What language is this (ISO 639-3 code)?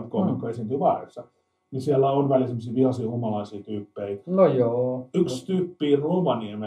fin